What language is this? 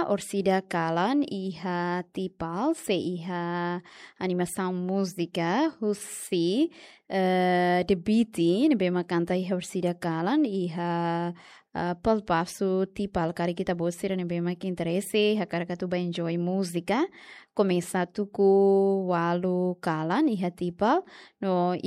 Tetum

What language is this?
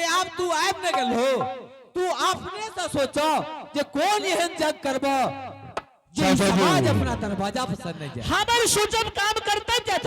Angika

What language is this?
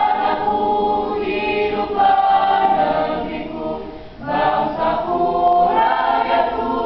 Indonesian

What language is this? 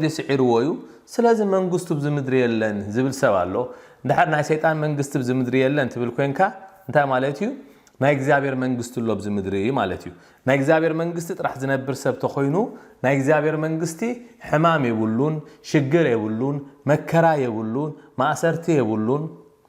Tigrinya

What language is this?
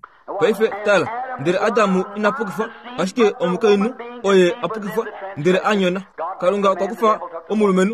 Kuanyama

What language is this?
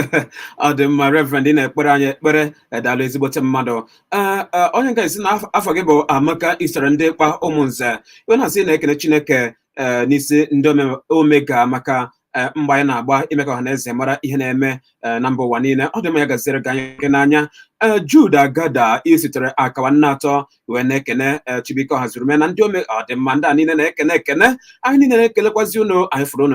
Igbo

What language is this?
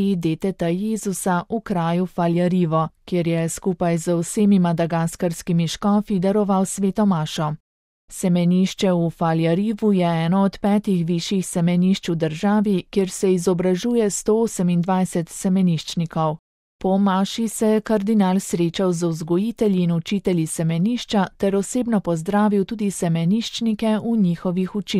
Slovenian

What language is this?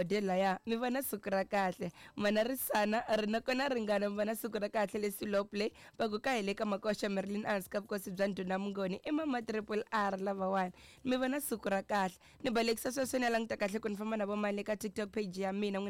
Tsonga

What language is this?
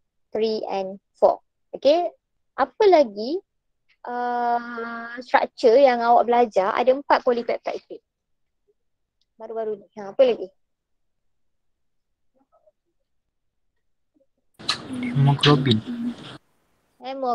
Malay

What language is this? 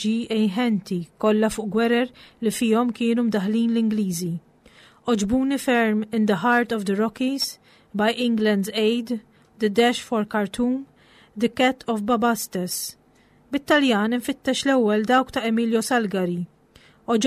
Maltese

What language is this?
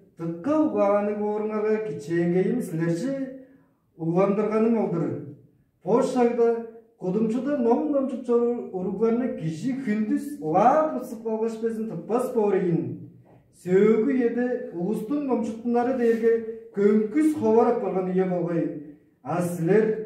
Tuvinian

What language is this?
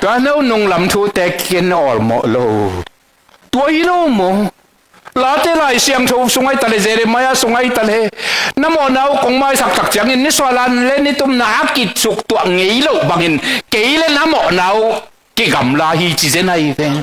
Tedim Chin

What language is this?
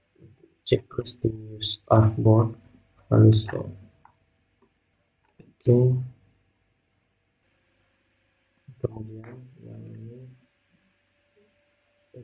Indonesian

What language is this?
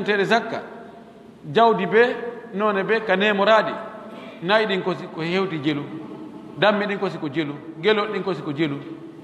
Pular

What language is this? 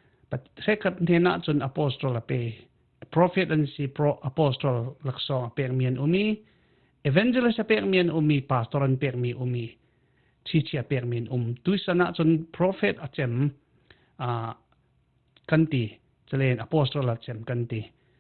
Falam Chin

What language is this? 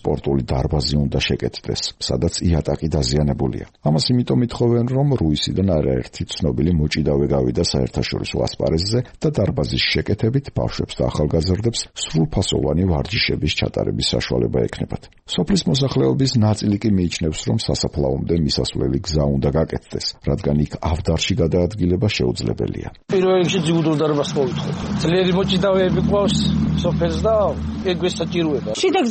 Georgian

